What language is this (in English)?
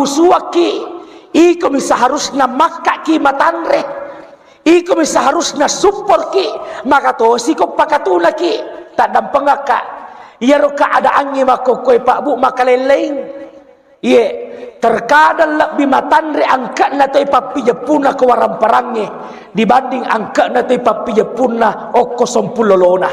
Buginese